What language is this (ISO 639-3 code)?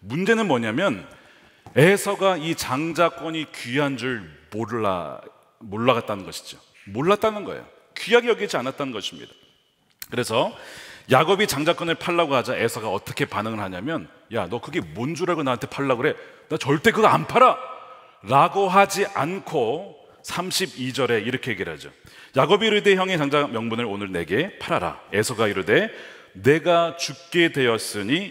kor